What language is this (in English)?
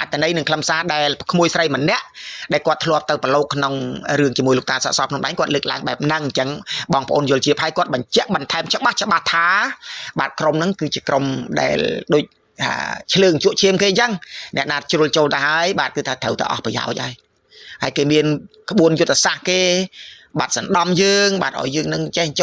Khmer